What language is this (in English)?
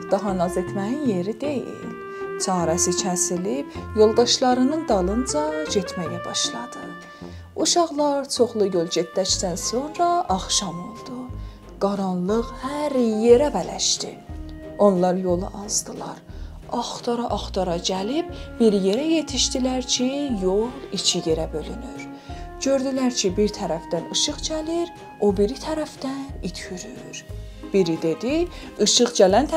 South Azerbaijani